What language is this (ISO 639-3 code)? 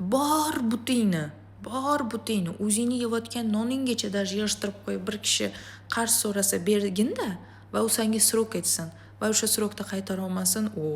uzb